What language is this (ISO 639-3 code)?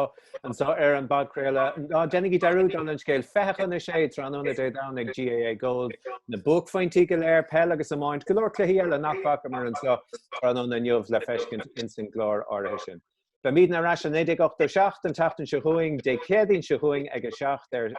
gle